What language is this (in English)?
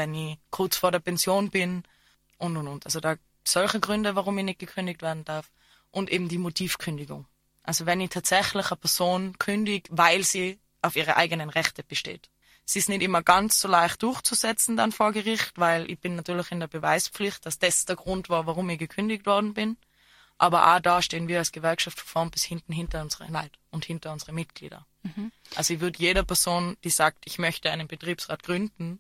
German